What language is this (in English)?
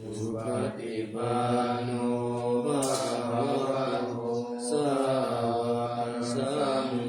Pali